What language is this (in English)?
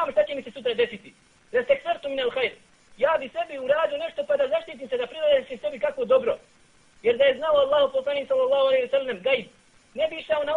Bosnian